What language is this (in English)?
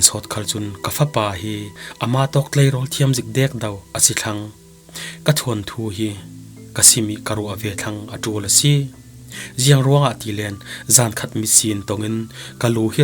Falam Chin